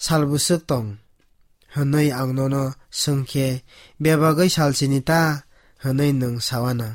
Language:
Kok Borok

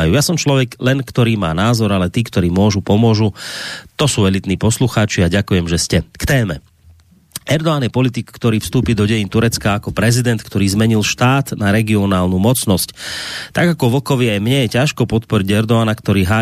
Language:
Slovak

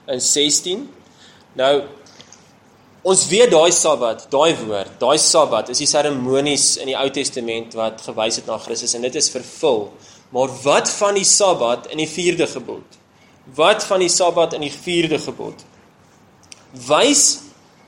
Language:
Afrikaans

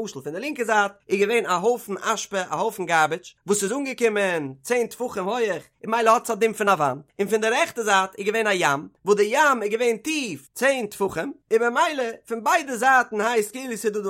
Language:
Yiddish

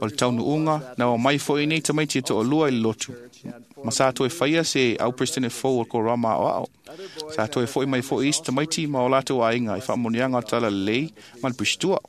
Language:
Samoan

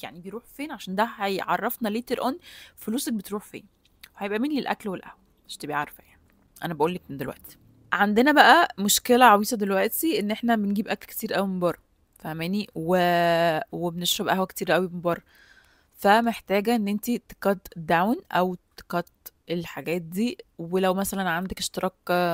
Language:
Egyptian Arabic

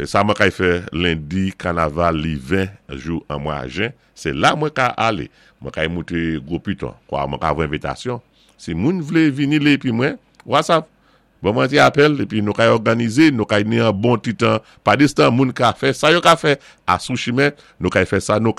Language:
Saint Lucian Creole French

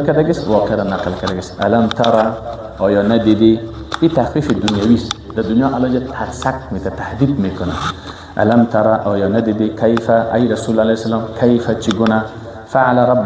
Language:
Persian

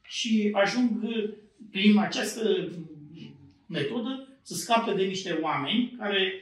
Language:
Romanian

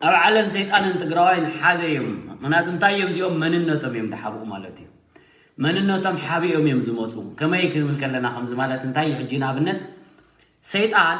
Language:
Tigrinya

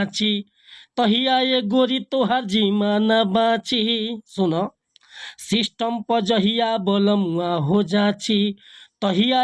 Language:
Bhojpuri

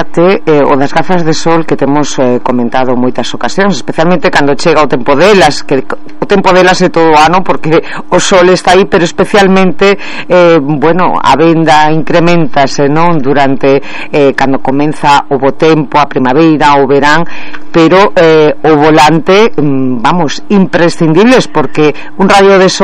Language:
Galician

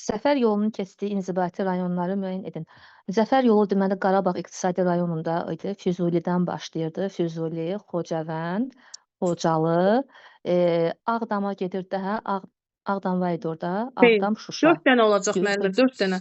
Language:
Azerbaijani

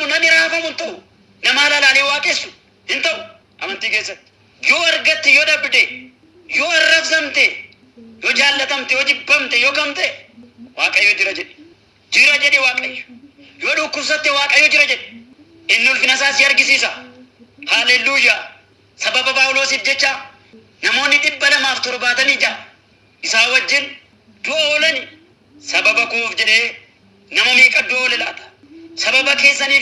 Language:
Oromo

